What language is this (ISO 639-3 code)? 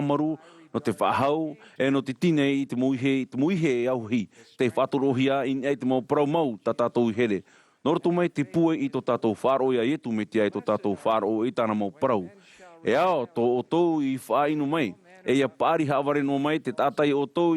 tah